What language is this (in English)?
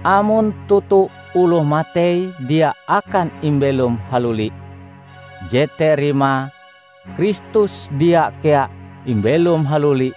Ngaju